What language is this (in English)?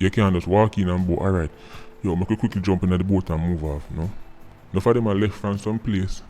Jamaican Creole English